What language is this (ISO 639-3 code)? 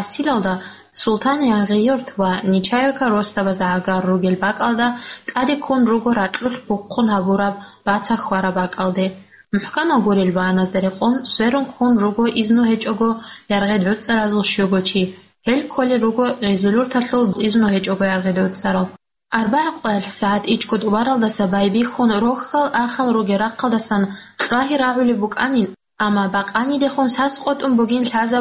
ava